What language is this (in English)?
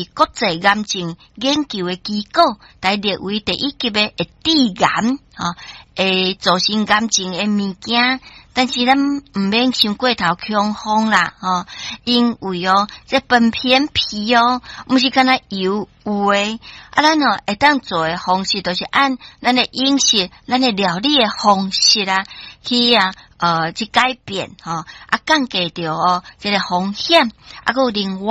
Min Nan Chinese